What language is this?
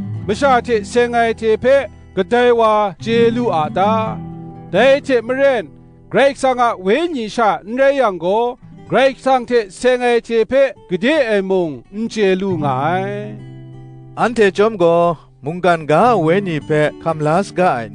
Kachin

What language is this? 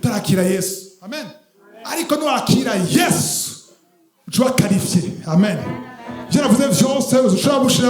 Rundi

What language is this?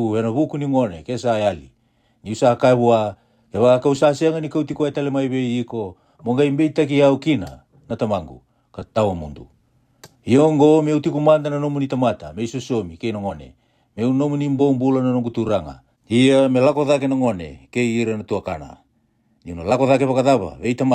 Fijian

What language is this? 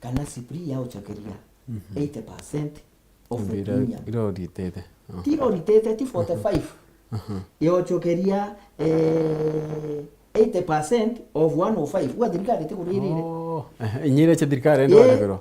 Meru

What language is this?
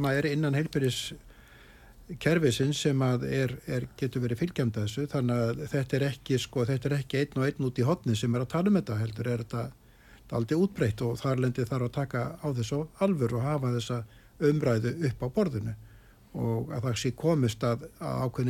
Icelandic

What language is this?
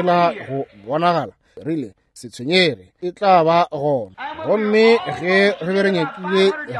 Northern Sotho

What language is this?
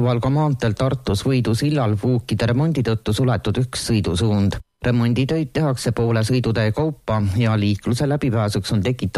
Estonian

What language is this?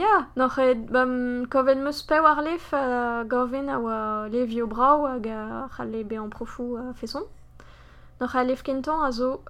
Breton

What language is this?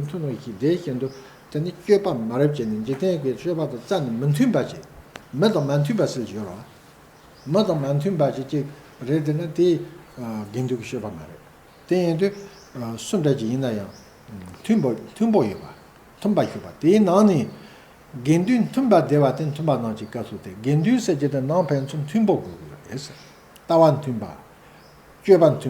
Tibetan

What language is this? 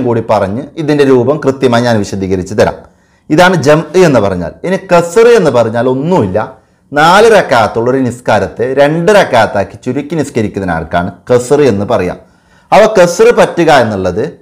Malayalam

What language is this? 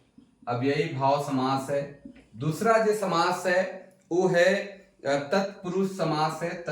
Sadri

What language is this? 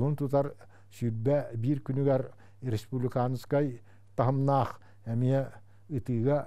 Yakut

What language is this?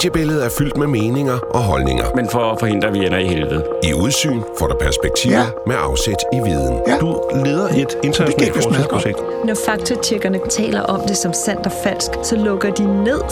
Danish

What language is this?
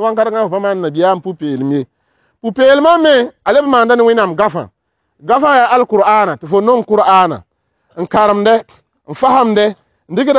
Mossi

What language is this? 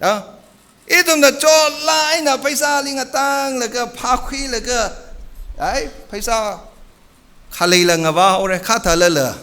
Tangkhul Naga (India)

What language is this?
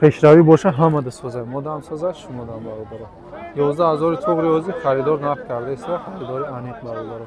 Tajik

